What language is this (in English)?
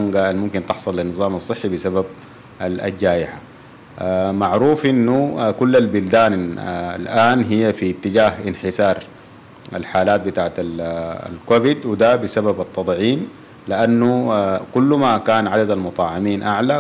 Sudanese Arabic